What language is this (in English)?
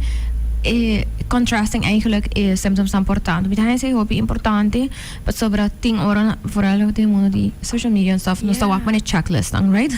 Papiamento